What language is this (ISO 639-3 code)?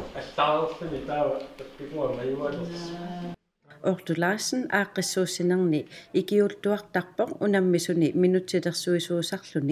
kal